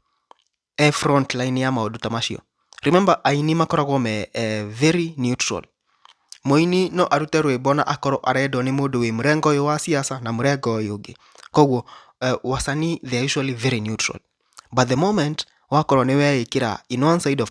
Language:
Kikuyu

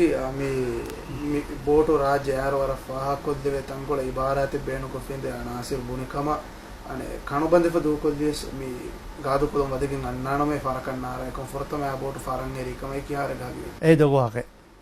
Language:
Divehi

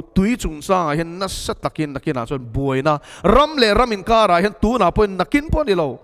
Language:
Mizo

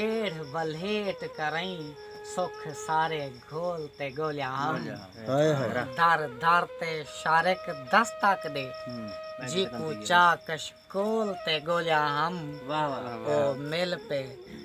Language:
Saraiki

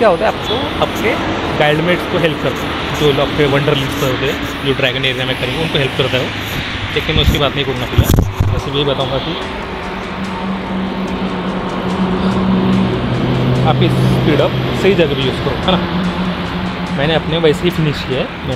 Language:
Hindi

